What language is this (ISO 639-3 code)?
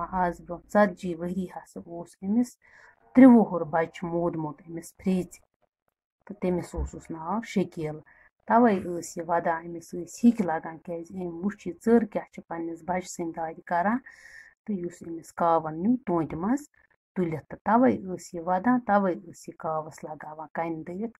kas